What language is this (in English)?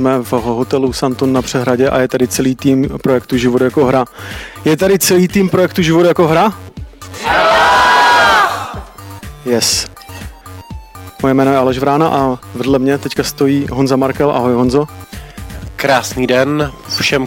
Czech